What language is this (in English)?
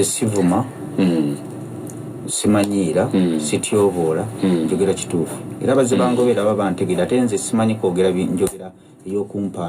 Ganda